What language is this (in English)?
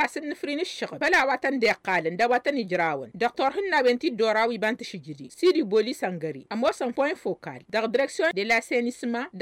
Tamasheq